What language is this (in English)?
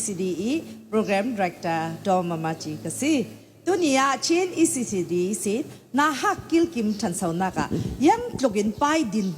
Falam Chin